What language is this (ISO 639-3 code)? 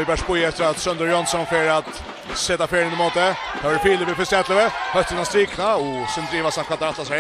fao